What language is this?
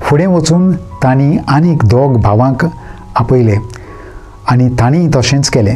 Konkani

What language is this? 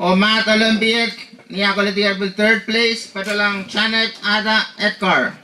Pohnpeian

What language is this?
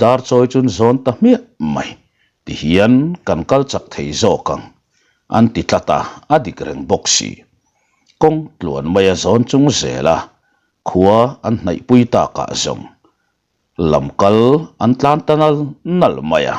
Mizo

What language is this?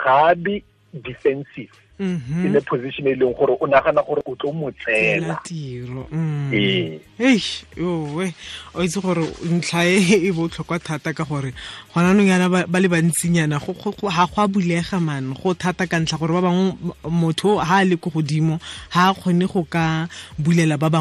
Tswana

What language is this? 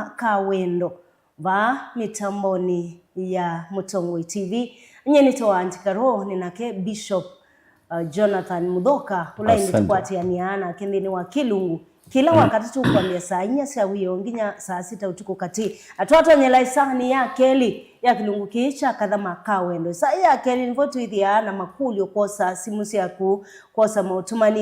Kamba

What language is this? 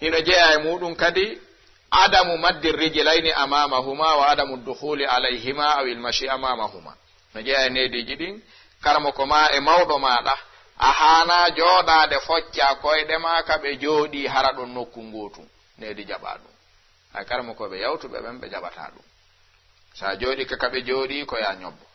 Fula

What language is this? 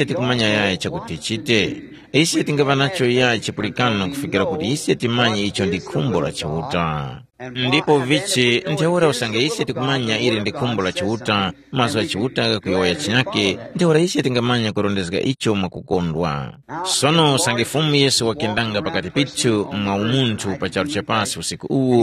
Tumbuka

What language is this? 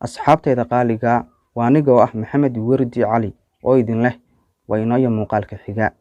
Somali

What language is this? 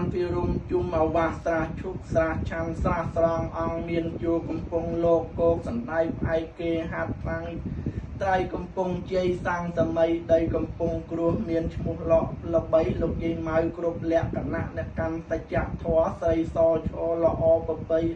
Khmer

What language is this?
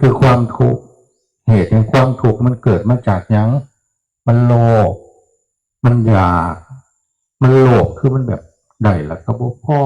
Northeastern Thai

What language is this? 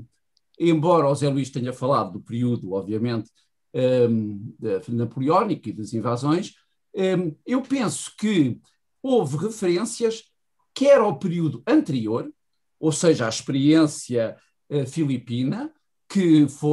Portuguese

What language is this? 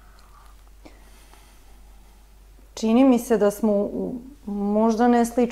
Serbian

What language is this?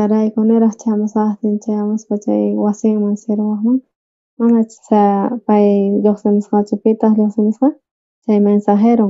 South Bolivian Quechua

